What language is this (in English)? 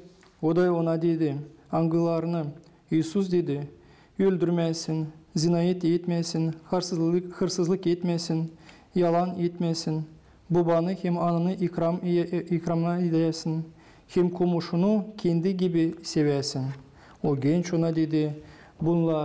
Gagauz